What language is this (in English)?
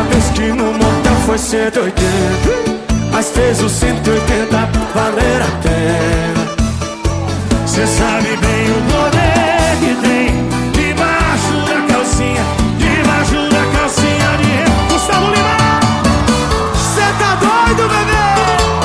Portuguese